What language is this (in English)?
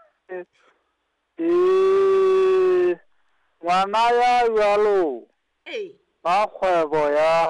Southern Sotho